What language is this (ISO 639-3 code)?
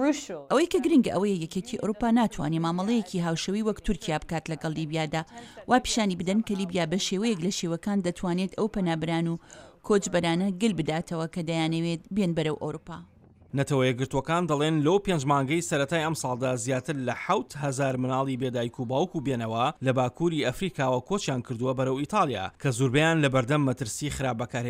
ckb